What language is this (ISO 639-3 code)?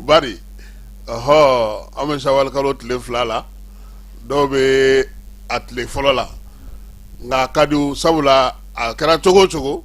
bam